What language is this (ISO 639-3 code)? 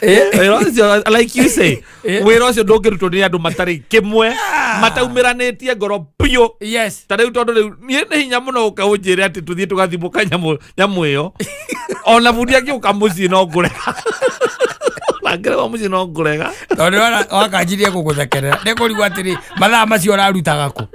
kik